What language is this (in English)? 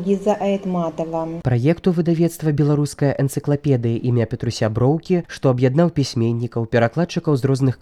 Belarusian